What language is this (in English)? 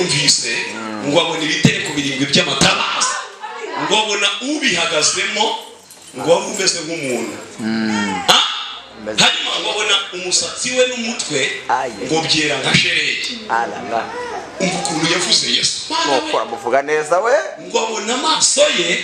Kinyarwanda